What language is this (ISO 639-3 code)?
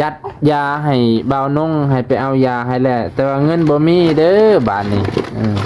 lao